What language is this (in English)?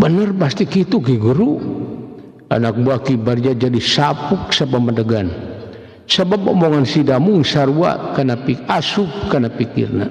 Sundanese